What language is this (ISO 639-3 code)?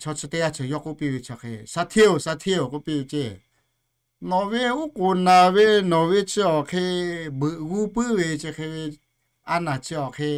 lhu